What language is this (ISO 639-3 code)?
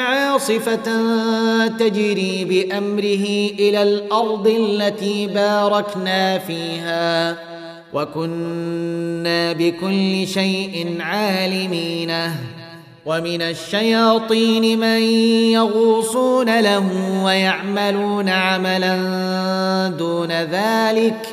ara